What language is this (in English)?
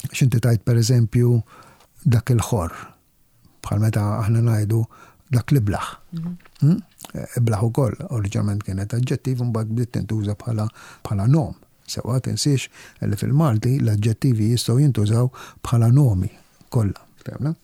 Maltese